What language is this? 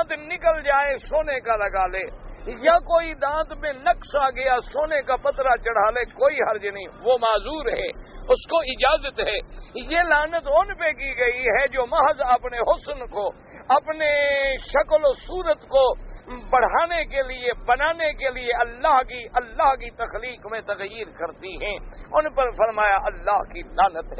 Urdu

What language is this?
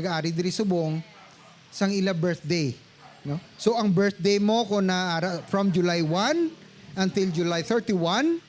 Hiligaynon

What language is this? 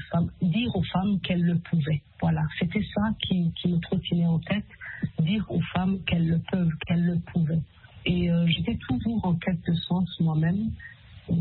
French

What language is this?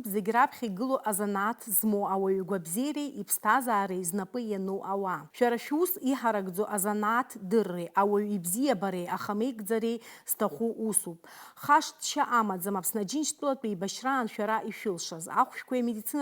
Abkhazian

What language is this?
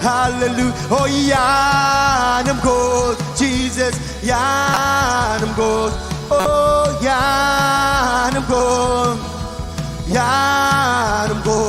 Marshallese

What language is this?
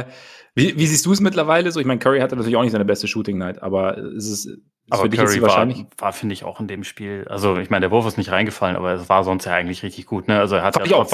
German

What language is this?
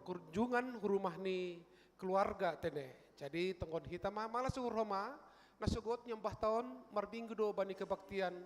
Batak Simalungun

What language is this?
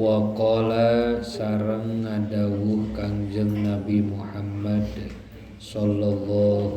Sundanese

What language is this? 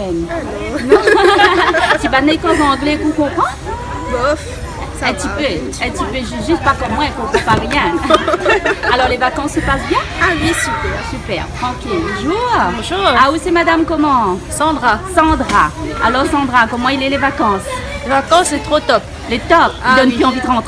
Réunion Creole French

